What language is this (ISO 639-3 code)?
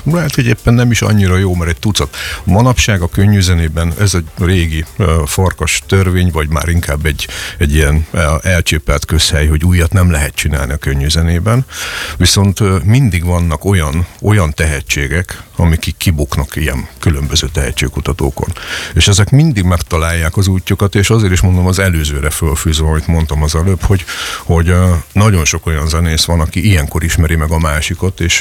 hun